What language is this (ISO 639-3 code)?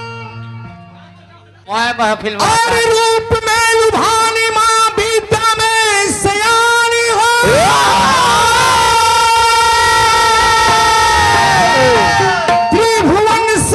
bho